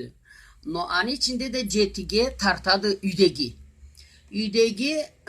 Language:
Karachay-Balkar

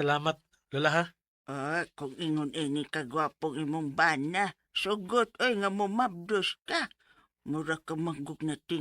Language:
Cebuano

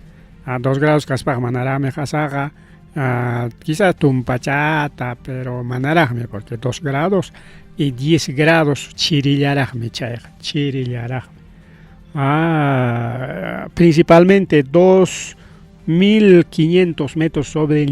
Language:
Ayacucho Quechua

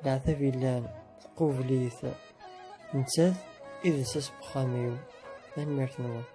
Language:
Kabyle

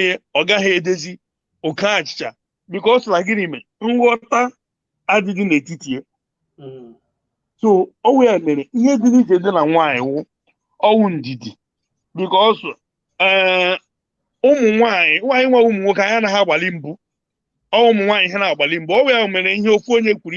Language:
Igbo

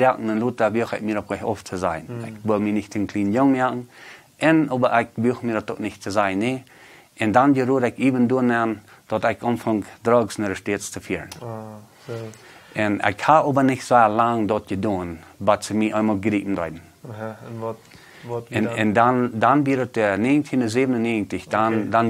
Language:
Plautdietsch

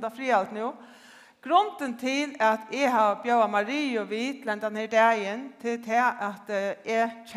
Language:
Faroese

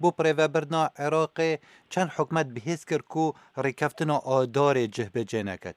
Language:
Kurdish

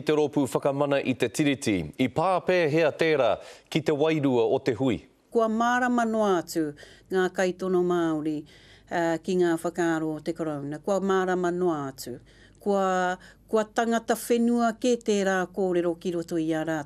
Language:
Māori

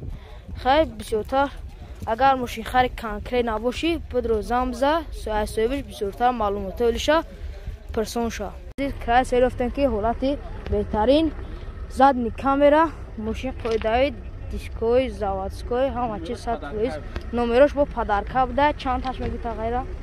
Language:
Tajik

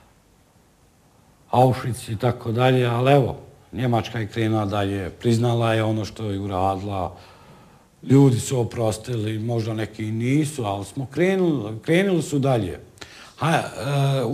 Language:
Bosnian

